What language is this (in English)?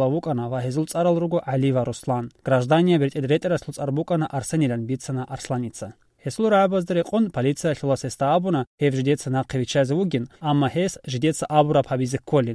Avaric